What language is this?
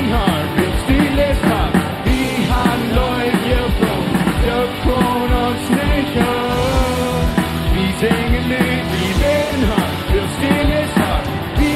Plautdietsch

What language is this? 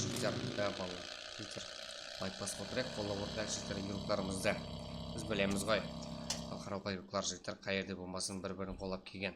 Kara-Kalpak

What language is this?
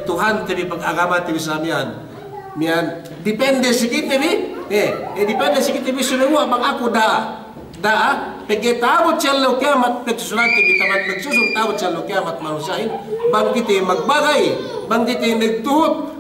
Yakan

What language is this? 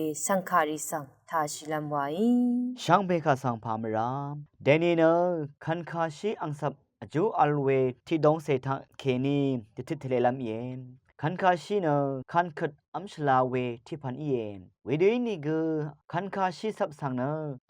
Rawang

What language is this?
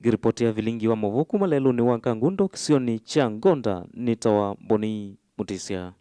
Kamba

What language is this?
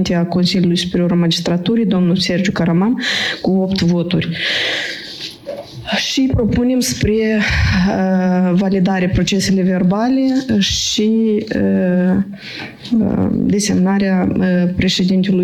Romanian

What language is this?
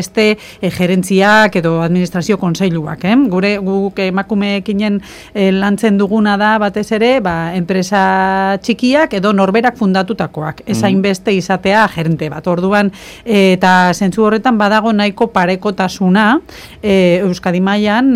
Basque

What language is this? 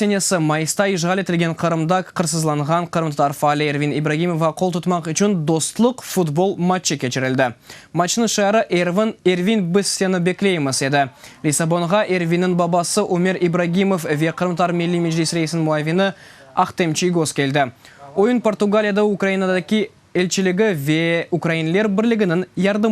Crimean Tatar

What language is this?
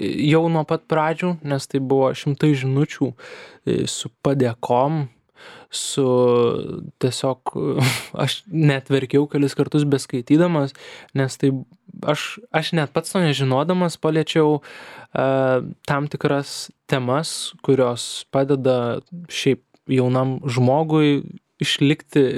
Lithuanian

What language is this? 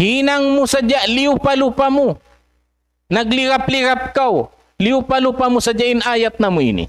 Tausug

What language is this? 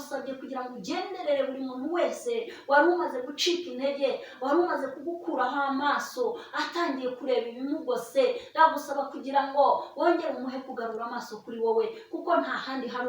Kinyarwanda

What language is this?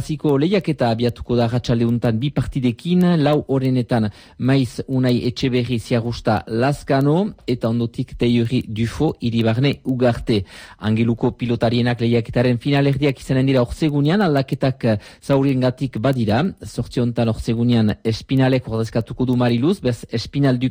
Basque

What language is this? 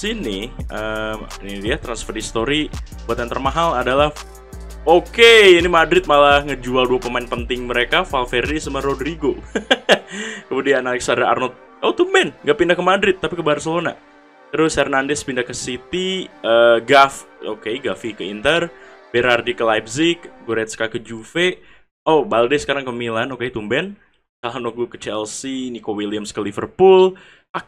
Indonesian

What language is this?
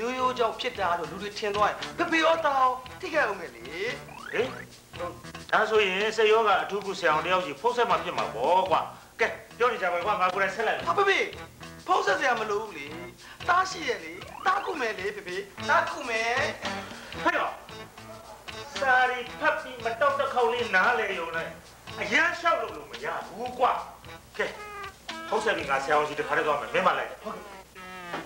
Burmese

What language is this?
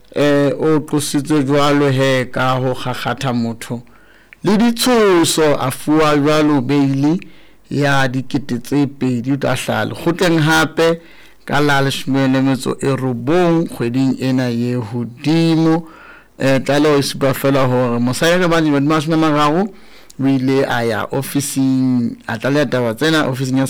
Southern Sotho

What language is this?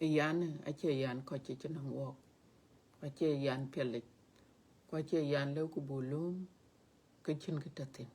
Dinka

